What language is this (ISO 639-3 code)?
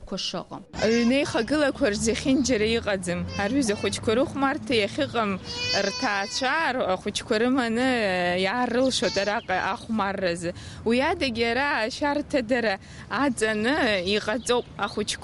abk